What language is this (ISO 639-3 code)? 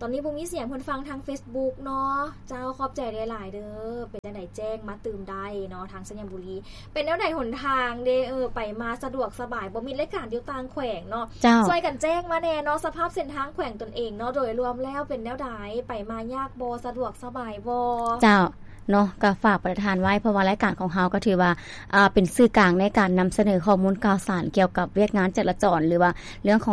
lao